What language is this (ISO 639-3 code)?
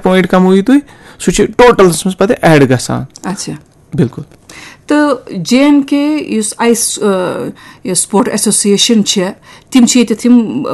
kas